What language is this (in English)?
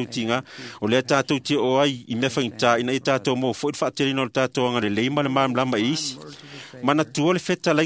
Samoan